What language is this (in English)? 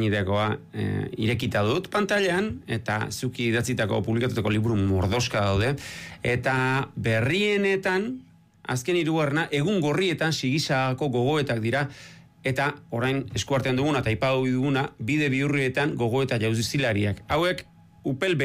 Basque